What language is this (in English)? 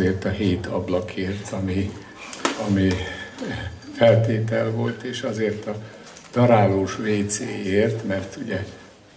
Hungarian